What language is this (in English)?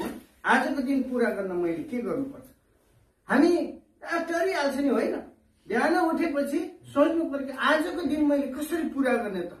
Nepali